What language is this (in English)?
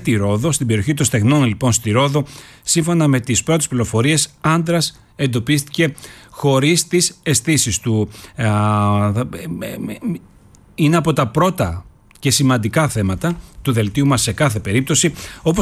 Greek